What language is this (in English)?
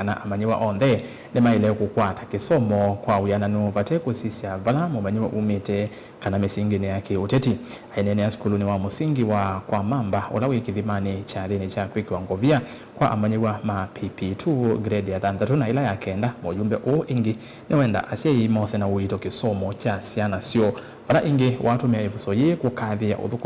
Kamba